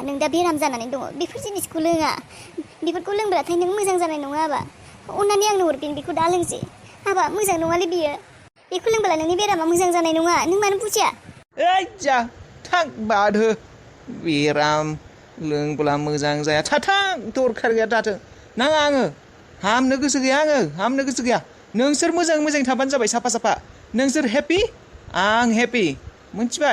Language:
Bodo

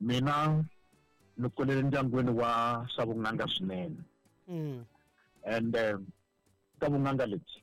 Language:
Tsonga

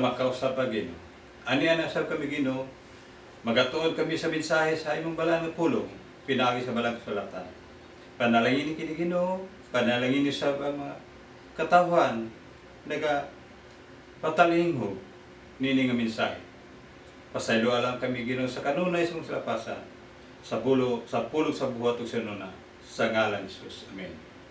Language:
Cebuano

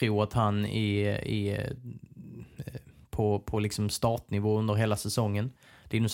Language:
Swedish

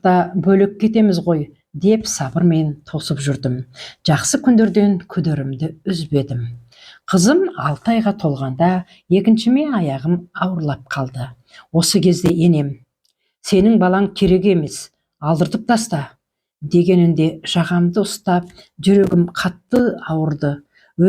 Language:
Kazakh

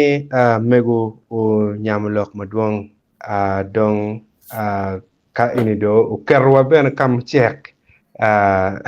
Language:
Acoli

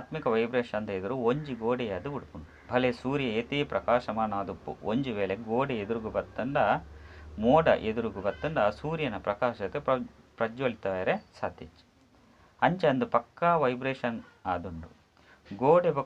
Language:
Tulu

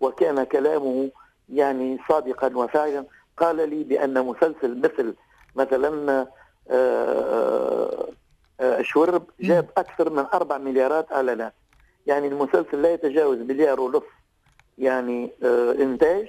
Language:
Tunisian Arabic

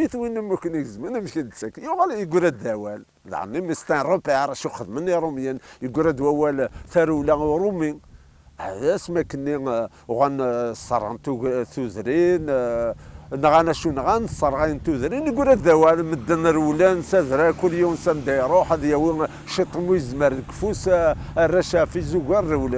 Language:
Kabyle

